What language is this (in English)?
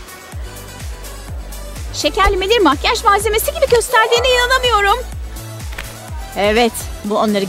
Turkish